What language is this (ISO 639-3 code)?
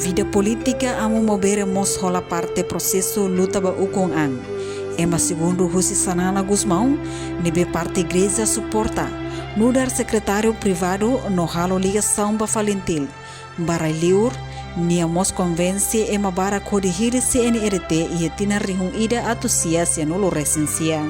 tet